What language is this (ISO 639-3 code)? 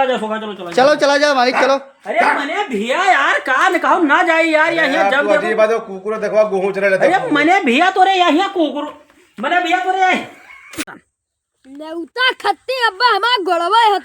awa